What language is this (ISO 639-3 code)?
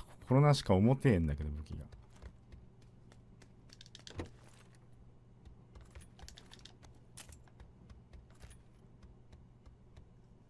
jpn